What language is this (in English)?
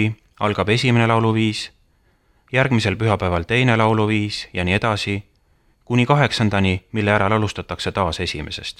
Estonian